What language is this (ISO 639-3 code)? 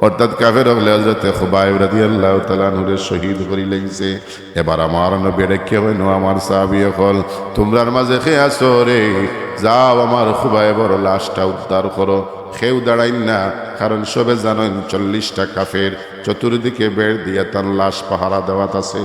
syl